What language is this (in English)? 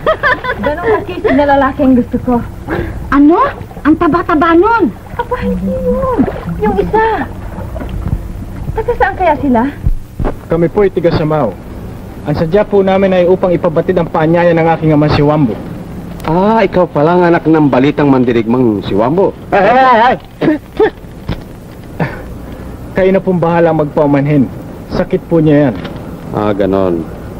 Filipino